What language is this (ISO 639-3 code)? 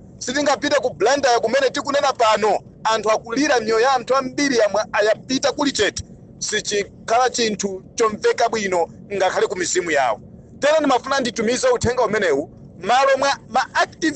nya